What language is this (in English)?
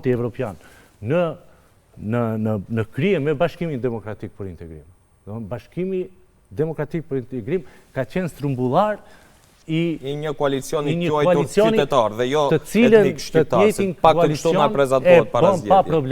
Albanian